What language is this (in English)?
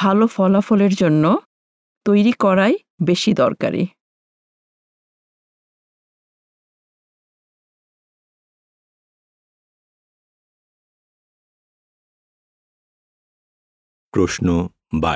Bangla